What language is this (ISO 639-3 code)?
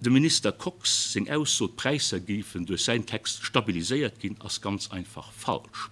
ltz